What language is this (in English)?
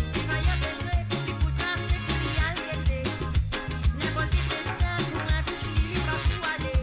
Morisyen